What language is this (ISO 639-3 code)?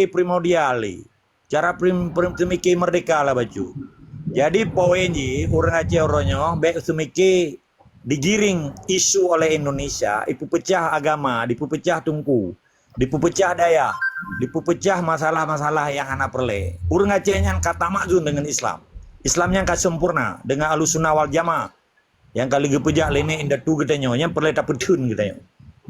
ace